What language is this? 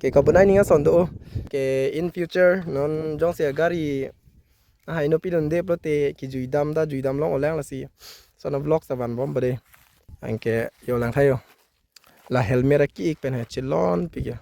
Karbi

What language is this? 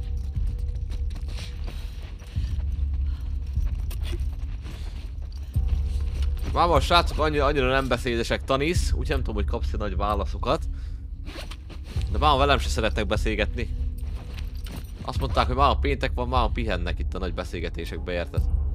Hungarian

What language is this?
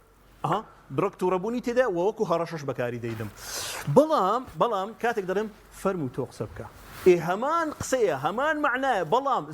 Central Kurdish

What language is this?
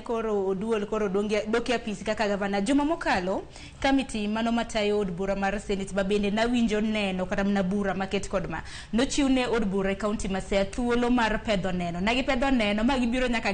Luo (Kenya and Tanzania)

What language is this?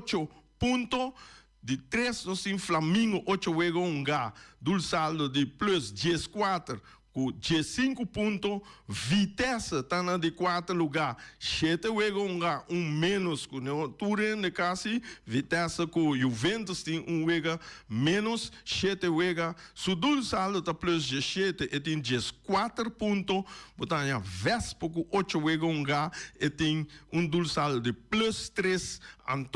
Papiamento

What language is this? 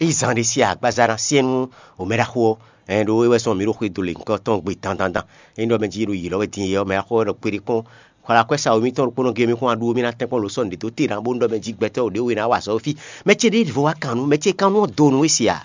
Fon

